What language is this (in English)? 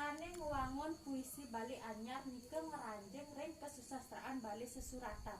Balinese